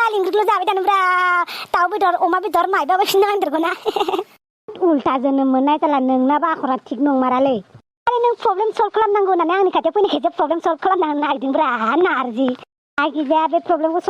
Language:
Bodo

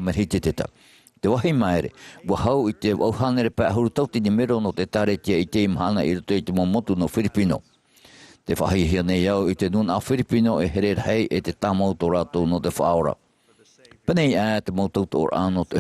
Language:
Tahitian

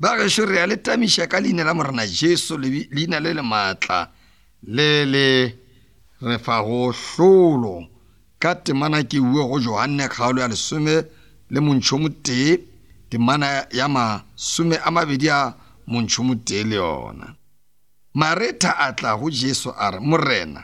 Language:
Northern Sotho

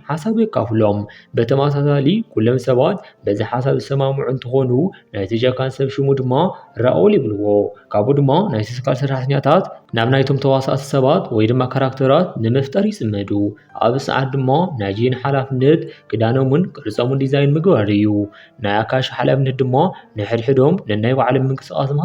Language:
Tigrinya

